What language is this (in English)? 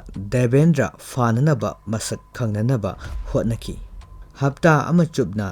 Manipuri